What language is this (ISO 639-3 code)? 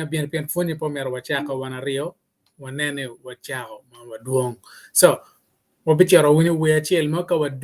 ach